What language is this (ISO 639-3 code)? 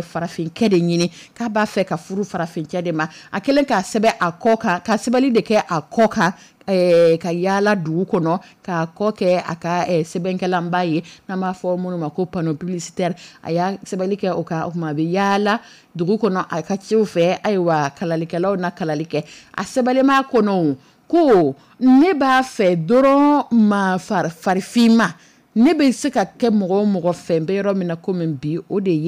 dyu